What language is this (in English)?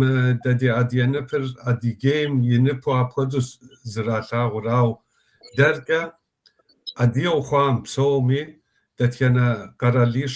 Kabardian